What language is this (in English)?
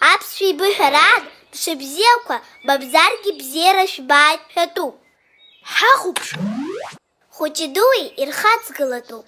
Abkhazian